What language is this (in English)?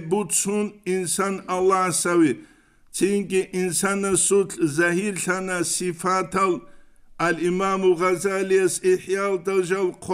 Avaric